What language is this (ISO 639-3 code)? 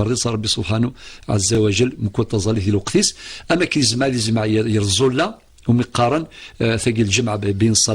kab